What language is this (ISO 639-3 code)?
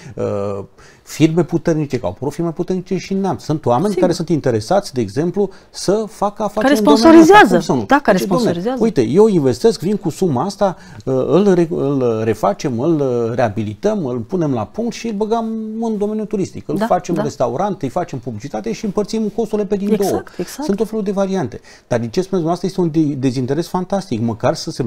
ron